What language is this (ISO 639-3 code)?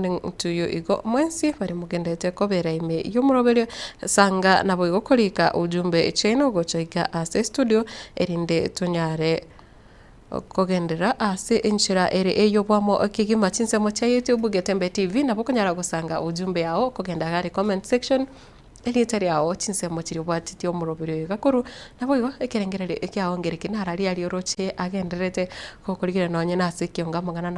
guz